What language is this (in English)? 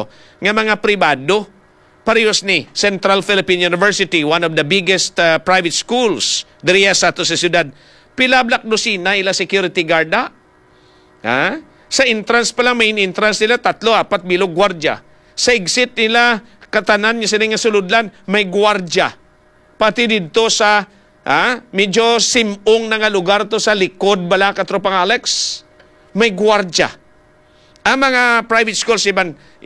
Hiligaynon